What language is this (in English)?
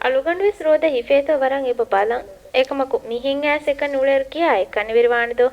Divehi